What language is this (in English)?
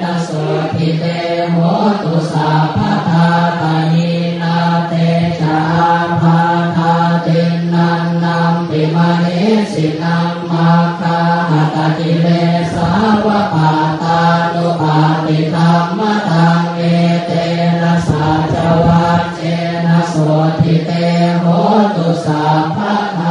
Pali